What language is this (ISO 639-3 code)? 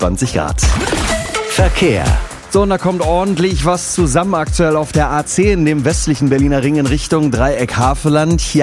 deu